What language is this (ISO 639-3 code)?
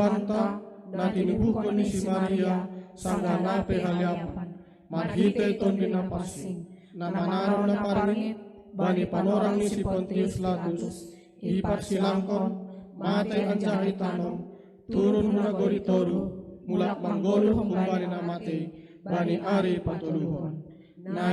bts